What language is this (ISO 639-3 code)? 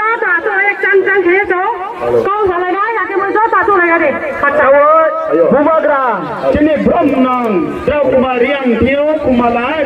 ria